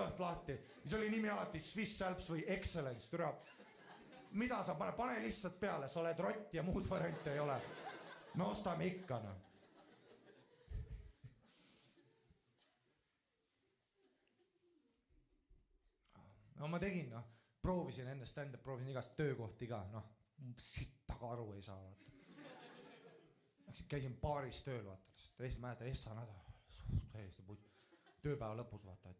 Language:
Estonian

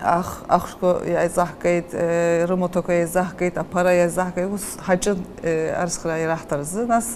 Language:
Abkhazian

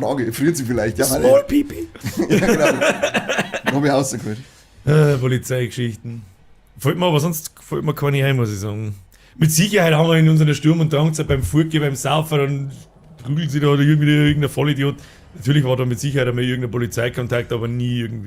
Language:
Bavarian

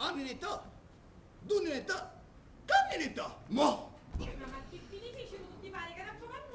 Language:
Sicilian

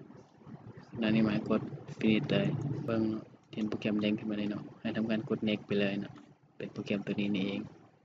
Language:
Lao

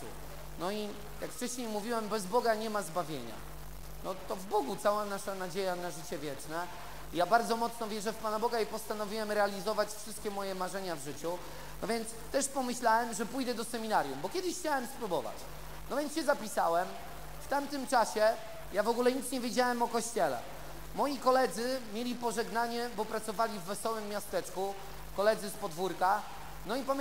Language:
Polish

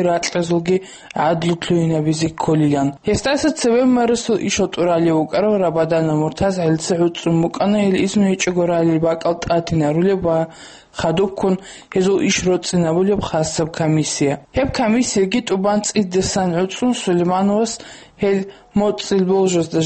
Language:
Avaric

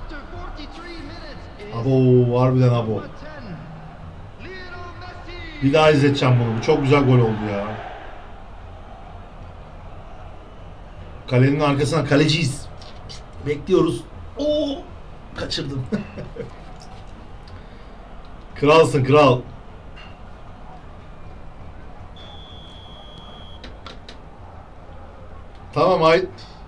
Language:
Turkish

